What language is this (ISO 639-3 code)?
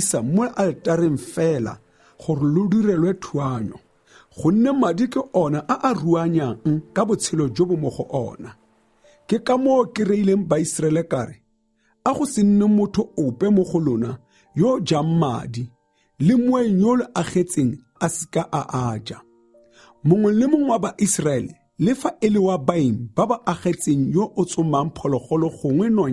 tsn